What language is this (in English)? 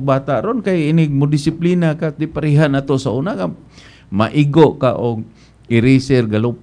Cebuano